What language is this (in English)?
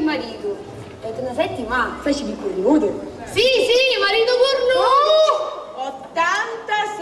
Sicilian